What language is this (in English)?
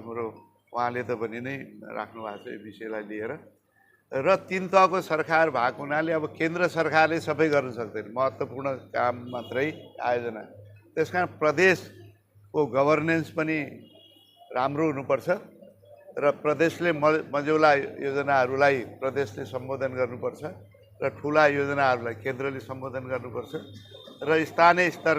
Nepali